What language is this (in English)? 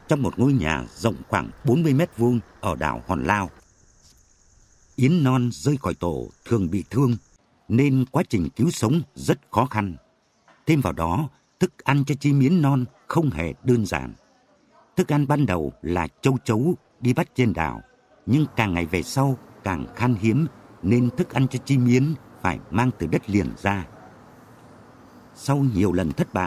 Vietnamese